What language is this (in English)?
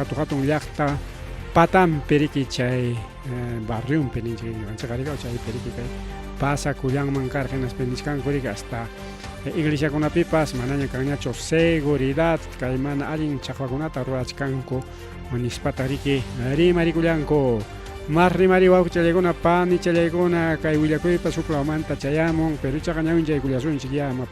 Ayacucho Quechua